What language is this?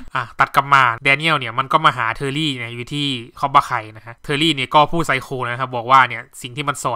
Thai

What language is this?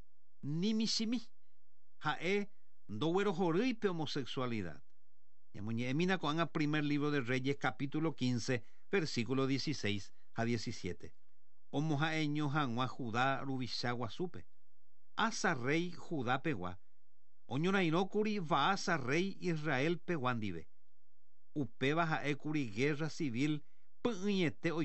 Guarani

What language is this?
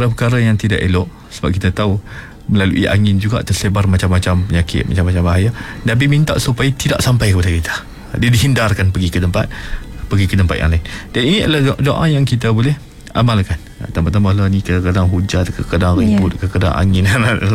Malay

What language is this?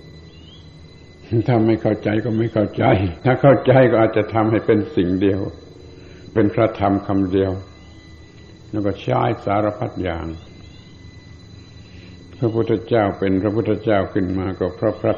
Thai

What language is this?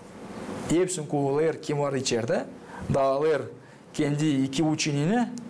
Gagauz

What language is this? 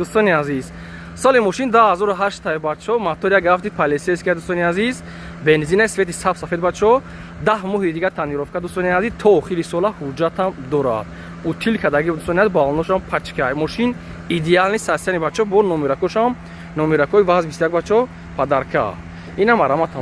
Tajik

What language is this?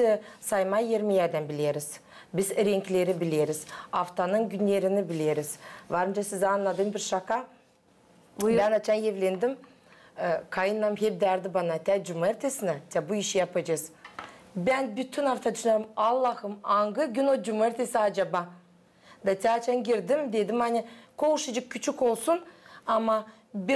Gagauz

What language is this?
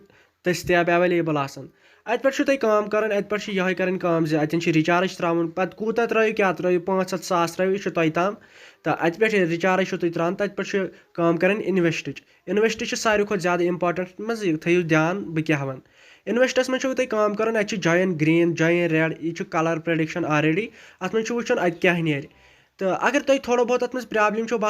Kashmiri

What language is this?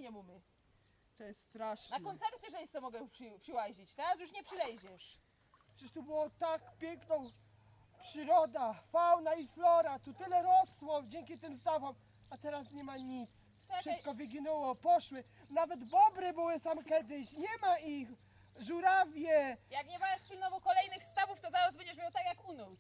Silesian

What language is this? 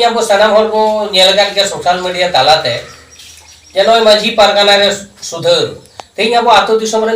Santali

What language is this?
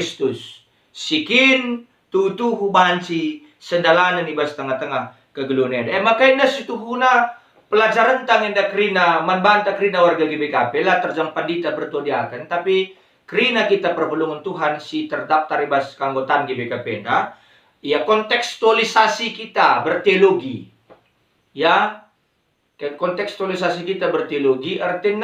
Batak Karo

